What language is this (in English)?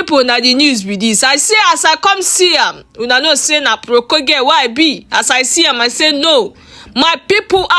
Nigerian Pidgin